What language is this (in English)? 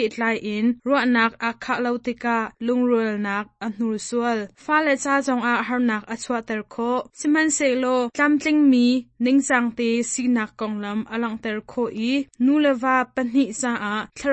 Hakha Chin